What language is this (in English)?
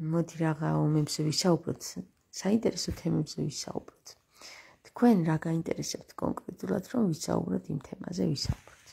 Georgian